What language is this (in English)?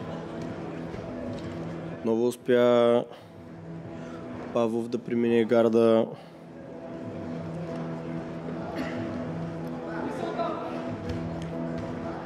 Bulgarian